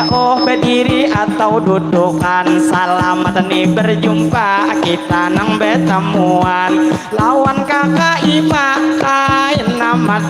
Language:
Banjar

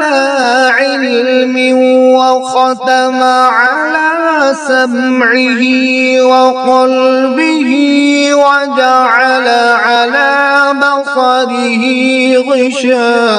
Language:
Kashmiri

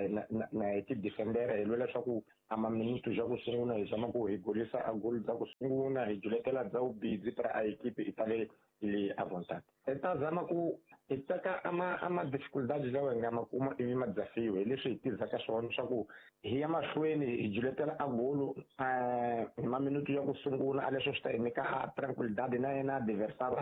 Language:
Tsonga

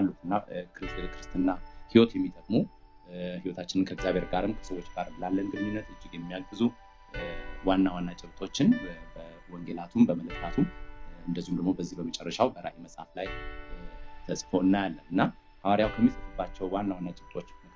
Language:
Amharic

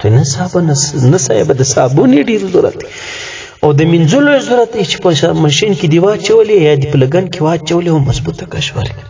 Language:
Pashto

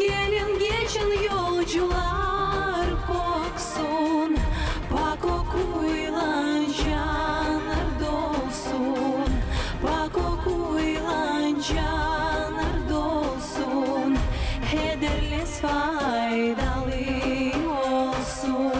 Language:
Gagauz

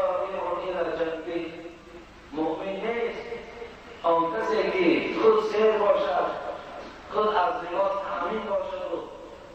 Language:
Tajik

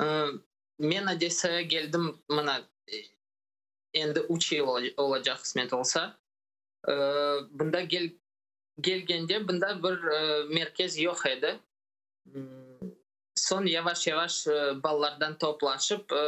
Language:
Crimean Tatar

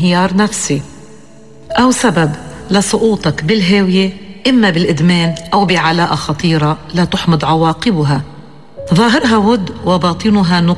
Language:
North Levantine Arabic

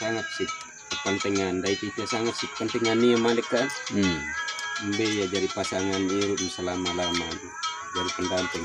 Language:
Sasak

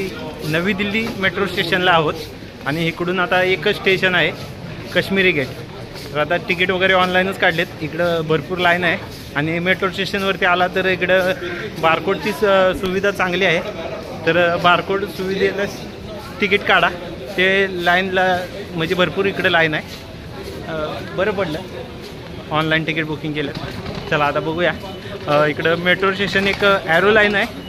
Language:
Marathi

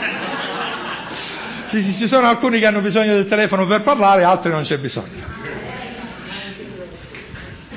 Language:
Italian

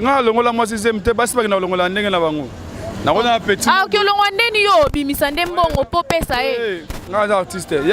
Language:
Lingala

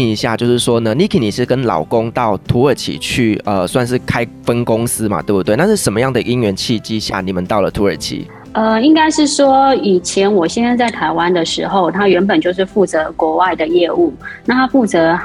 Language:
Chinese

